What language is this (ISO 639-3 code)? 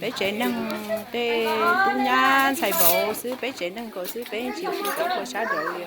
hmn